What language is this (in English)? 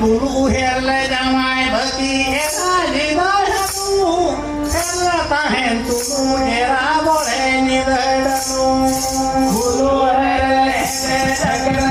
Santali